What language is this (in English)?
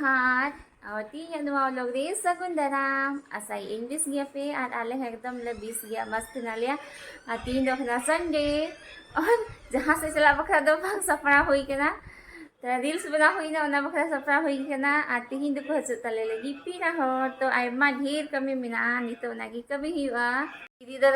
Santali